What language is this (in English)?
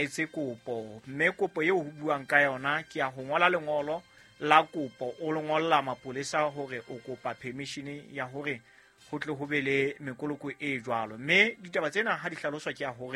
Southern Sotho